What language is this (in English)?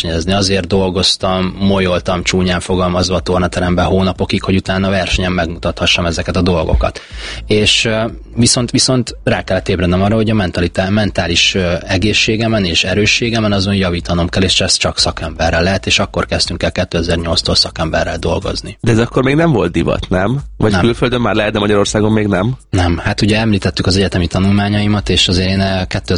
Hungarian